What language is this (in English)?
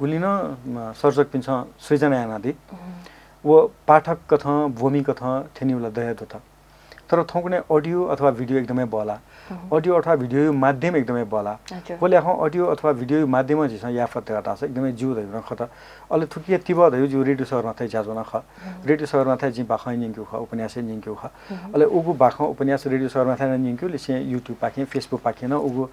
Newari